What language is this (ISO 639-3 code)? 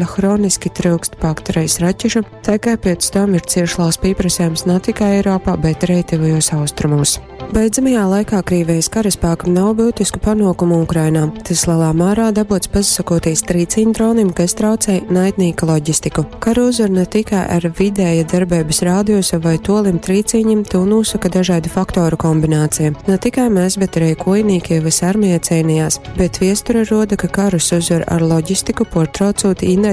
ltg